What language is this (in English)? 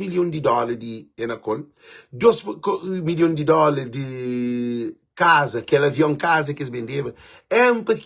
Kabuverdianu